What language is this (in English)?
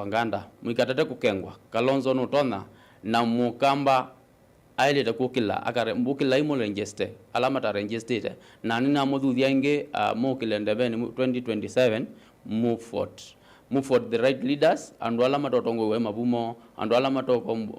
Kamba